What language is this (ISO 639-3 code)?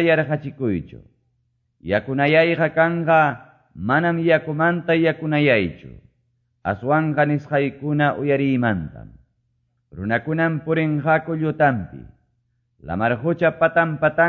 que